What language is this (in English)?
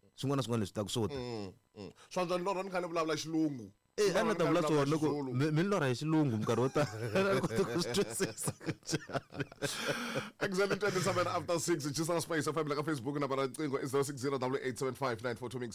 Tsonga